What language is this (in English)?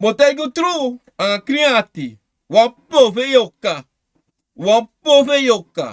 Sranan Tongo